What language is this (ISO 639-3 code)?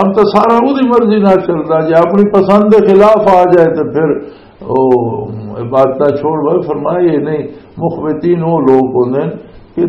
lah